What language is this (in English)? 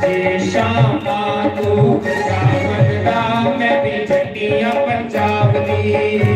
Dogri